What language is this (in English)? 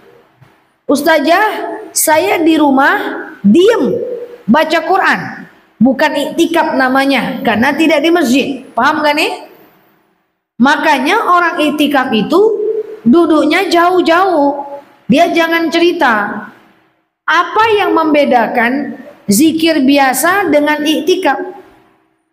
Indonesian